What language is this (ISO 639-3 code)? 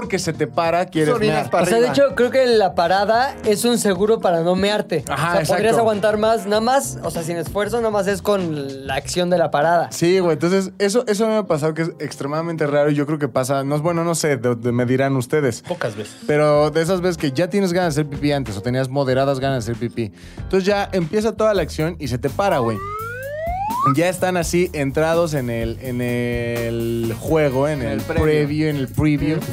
spa